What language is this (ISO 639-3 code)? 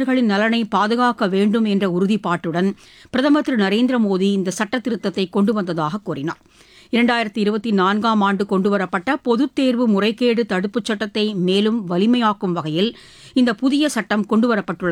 tam